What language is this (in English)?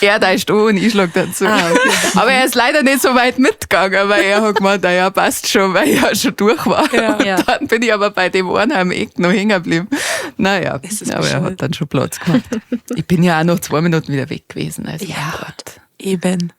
Bavarian